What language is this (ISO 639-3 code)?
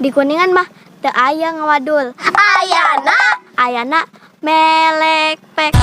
sun